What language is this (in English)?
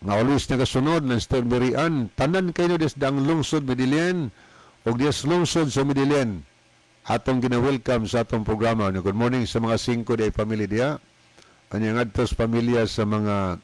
Cebuano